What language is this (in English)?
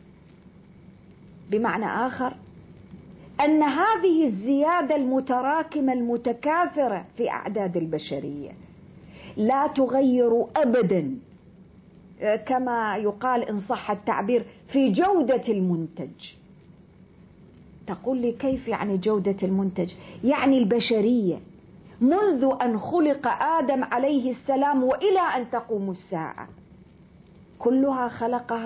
Arabic